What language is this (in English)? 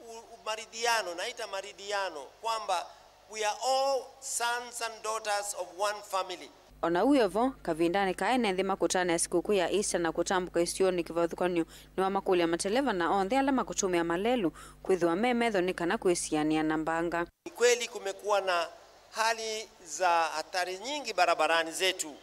Kamba